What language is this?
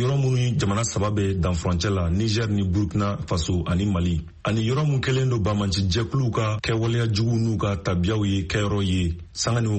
Bambara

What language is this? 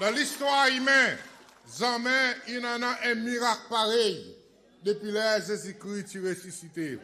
Seselwa Creole French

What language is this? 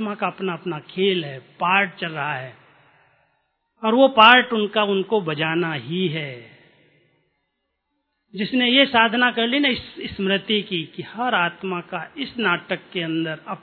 Hindi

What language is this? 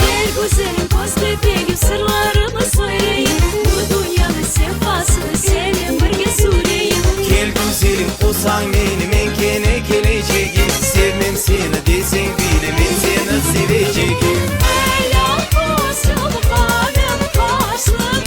Crimean Tatar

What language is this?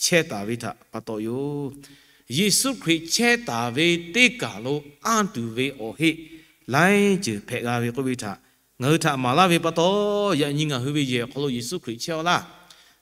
Lahu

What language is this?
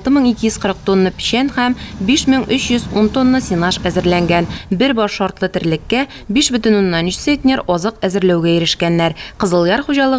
Tatar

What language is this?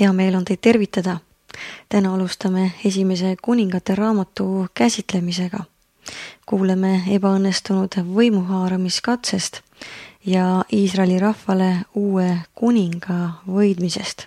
Estonian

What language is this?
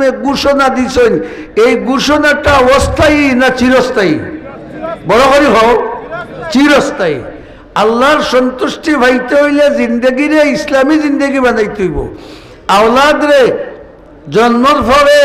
Sylheti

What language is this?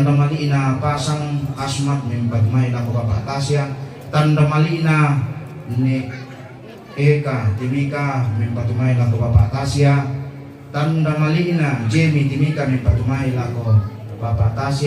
Toraja-Sa'dan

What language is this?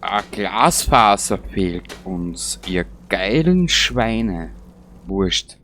Bavarian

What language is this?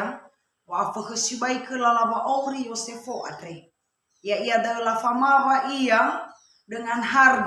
Nias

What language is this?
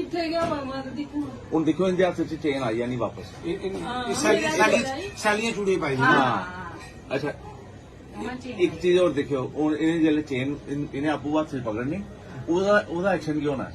Dogri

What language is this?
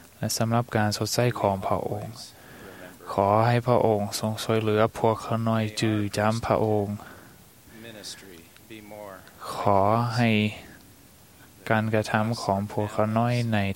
Thai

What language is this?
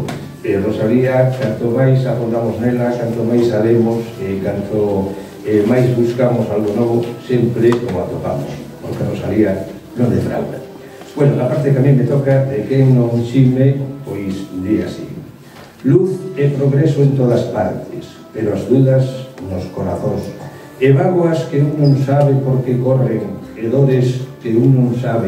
Galician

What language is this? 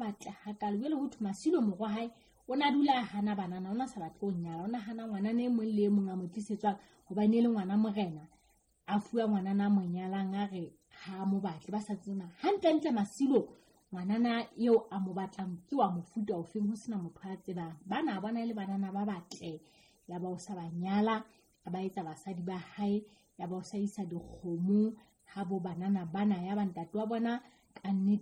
Southern Sotho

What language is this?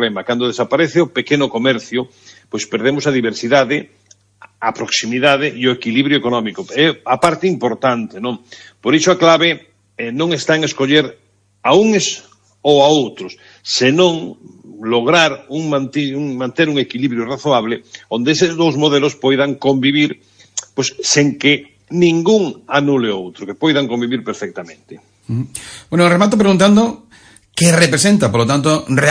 Galician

